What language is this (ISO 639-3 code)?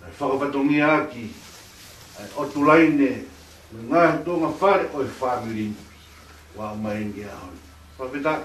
ton